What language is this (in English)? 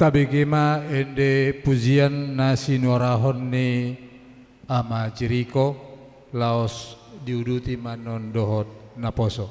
Batak Toba